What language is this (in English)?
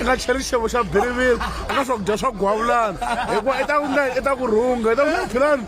Tsonga